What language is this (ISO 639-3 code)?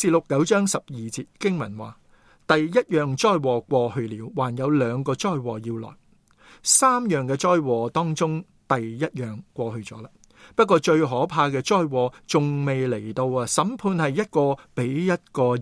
yue